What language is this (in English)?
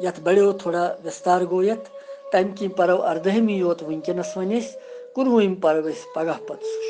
Kashmiri